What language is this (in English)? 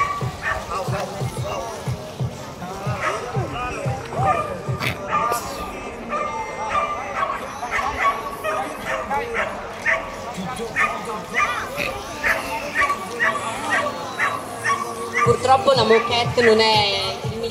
Italian